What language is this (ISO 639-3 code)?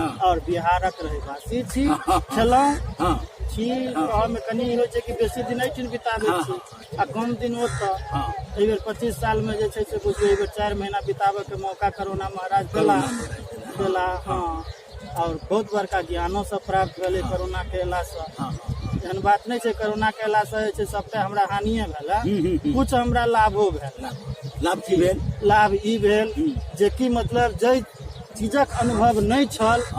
mai